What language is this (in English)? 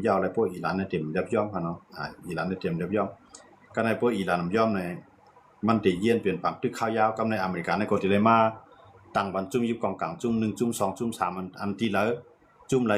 Shan